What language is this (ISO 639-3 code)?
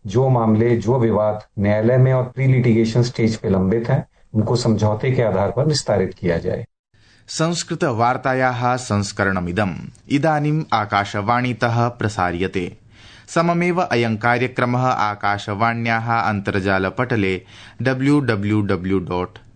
san